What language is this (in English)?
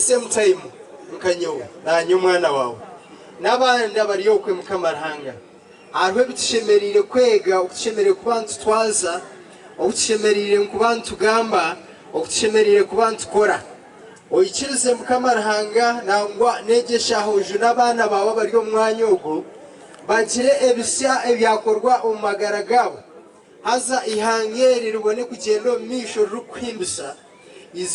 Nyankole